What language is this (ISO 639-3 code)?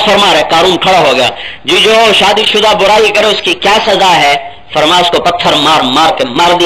urd